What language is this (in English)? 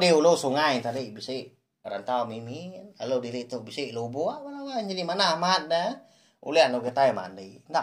Iban